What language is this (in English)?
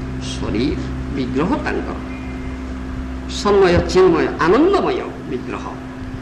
Odia